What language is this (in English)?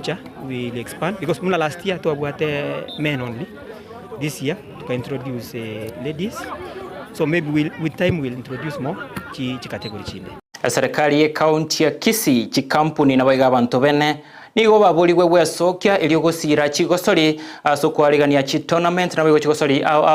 Gusii